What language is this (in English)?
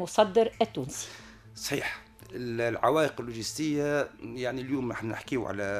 Tunisian Arabic